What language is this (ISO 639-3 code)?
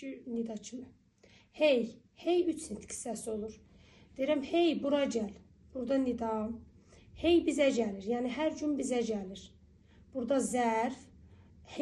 aze